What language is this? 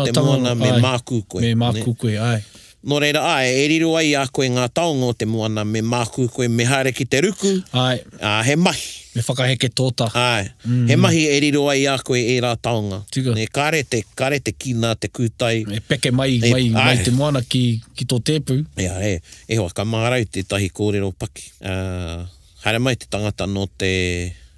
Māori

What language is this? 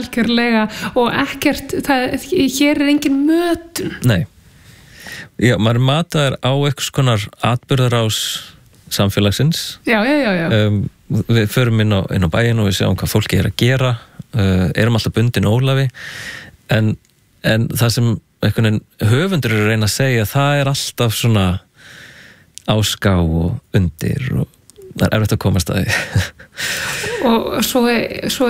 Icelandic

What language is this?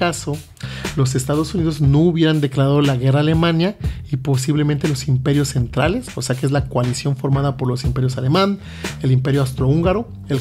Spanish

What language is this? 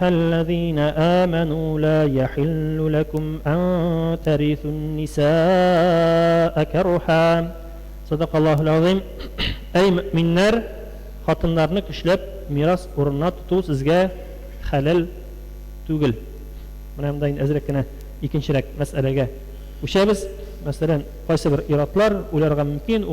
Tatar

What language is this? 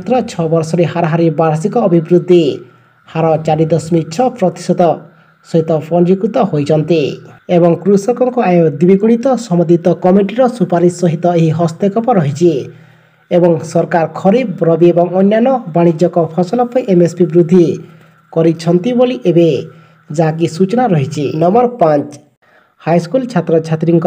Odia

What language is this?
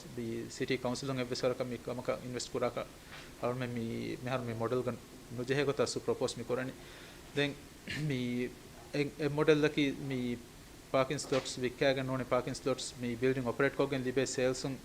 Divehi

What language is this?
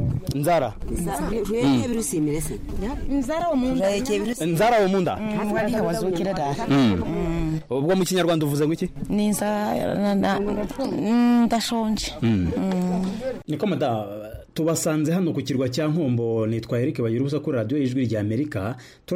Kinyarwanda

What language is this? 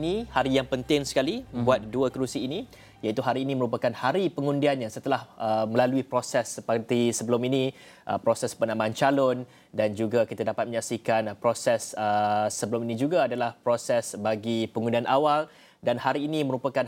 Malay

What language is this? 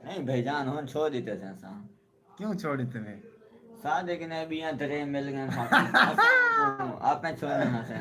Saraiki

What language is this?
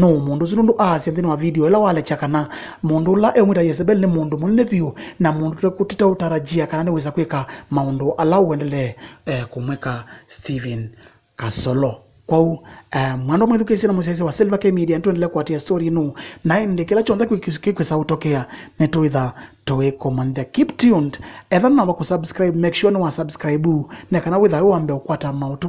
Kamba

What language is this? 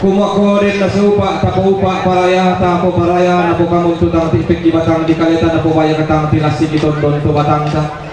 Toraja-Sa'dan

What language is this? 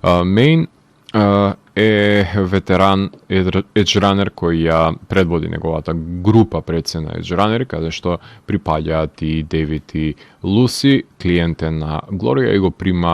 Macedonian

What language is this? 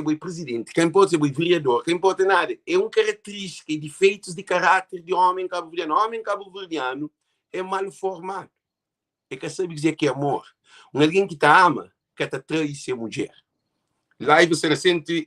Kabuverdianu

